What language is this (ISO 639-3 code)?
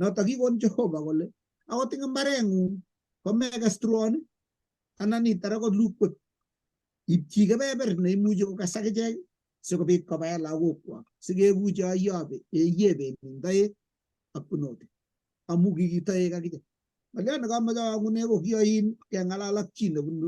kln